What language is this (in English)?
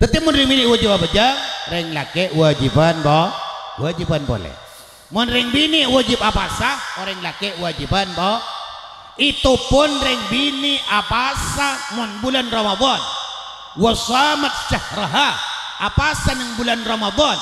Madurese